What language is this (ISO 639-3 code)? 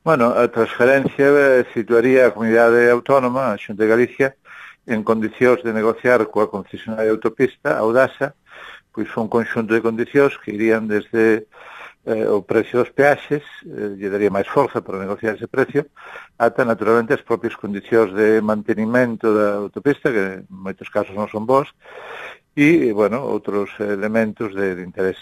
glg